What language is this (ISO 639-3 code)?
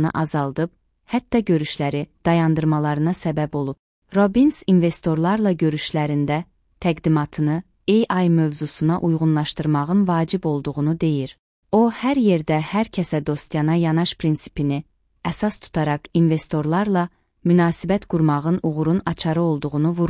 aze